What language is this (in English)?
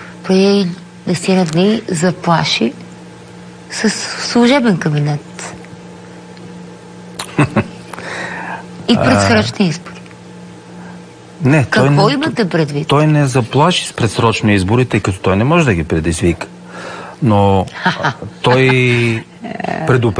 Bulgarian